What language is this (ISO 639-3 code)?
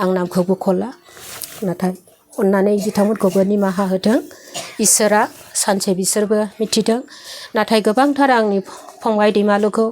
brx